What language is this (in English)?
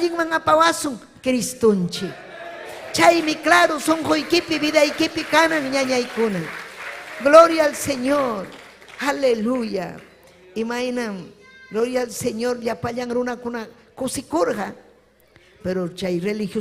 Ayacucho Quechua